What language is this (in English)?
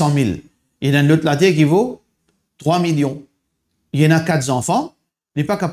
Morisyen